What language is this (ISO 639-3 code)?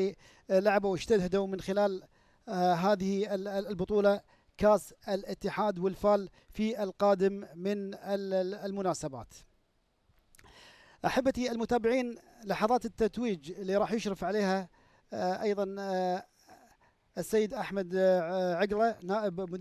afb